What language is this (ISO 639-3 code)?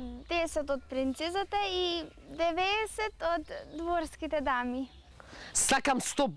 mkd